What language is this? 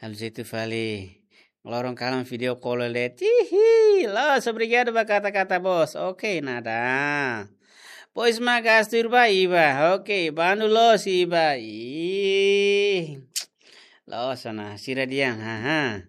Tetum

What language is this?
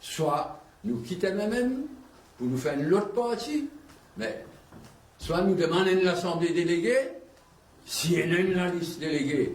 Morisyen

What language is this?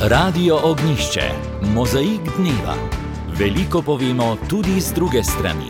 Slovenian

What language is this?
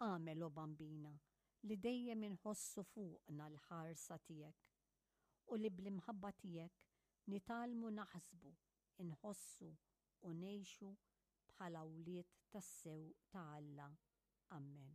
Maltese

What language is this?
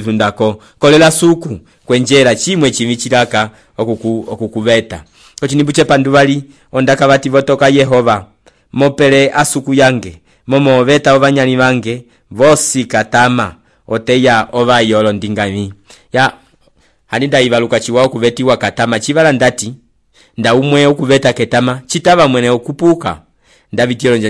Umbundu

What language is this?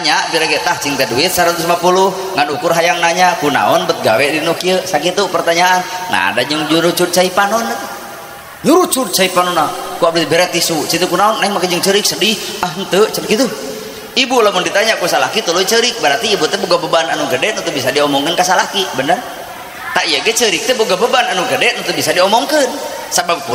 Sundanese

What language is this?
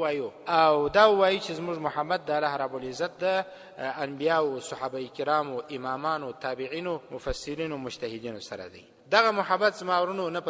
Pashto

